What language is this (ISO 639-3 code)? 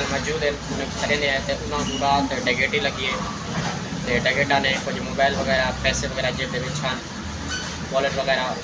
skr